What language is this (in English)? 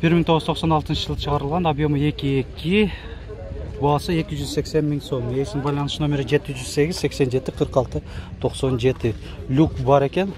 Kyrgyz